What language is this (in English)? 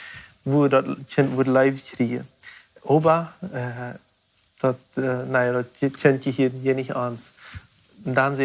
Plautdietsch